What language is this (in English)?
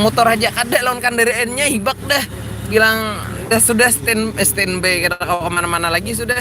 Banjar